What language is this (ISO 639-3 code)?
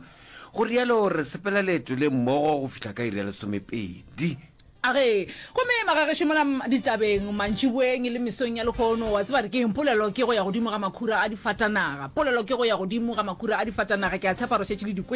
nso